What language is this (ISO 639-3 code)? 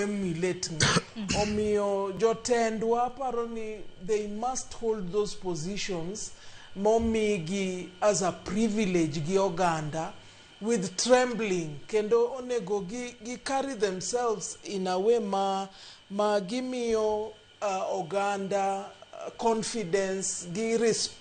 luo